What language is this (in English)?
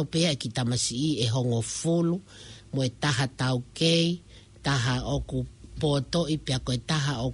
Tongan